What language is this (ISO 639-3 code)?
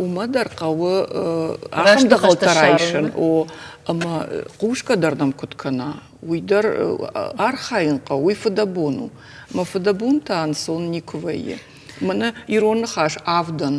oss